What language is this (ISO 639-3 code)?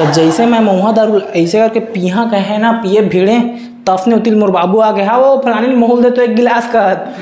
hne